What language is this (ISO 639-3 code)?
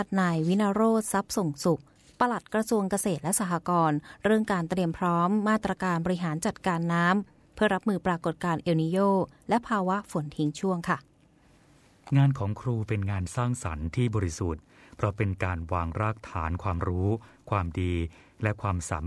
tha